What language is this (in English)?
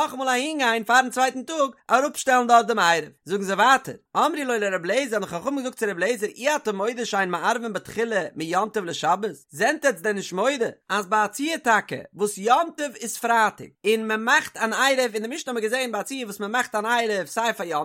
Yiddish